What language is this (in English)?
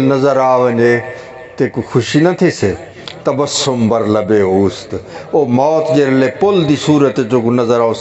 Saraiki